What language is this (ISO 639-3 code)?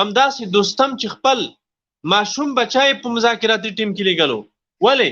pus